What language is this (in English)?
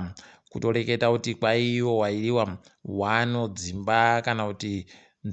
Ndau